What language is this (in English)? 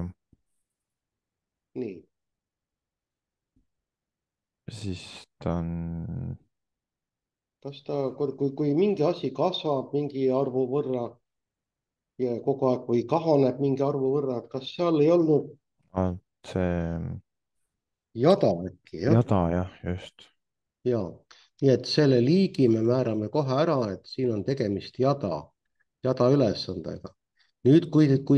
Estonian